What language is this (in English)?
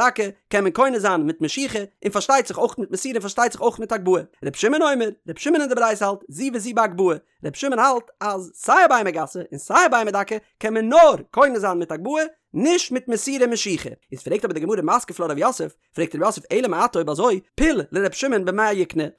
Yiddish